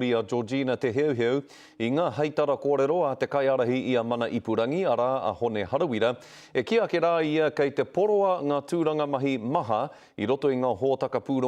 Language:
Māori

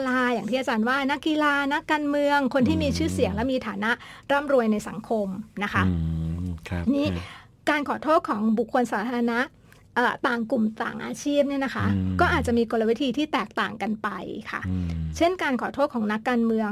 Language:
Thai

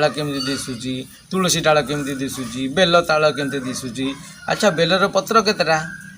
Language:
Odia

